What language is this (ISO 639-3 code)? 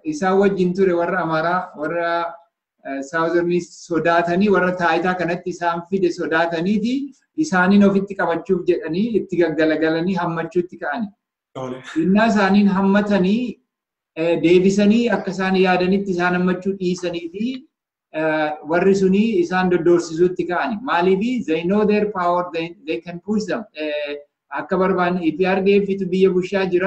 orm